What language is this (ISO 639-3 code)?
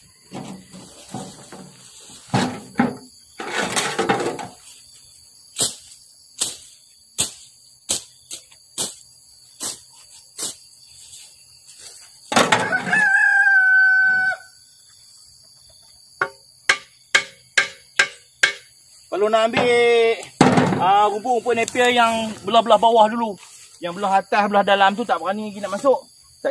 msa